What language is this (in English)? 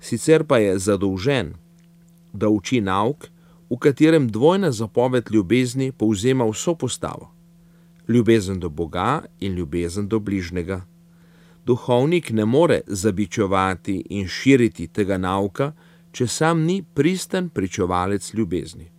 Slovenian